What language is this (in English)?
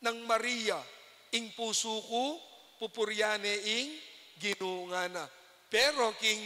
Pampanga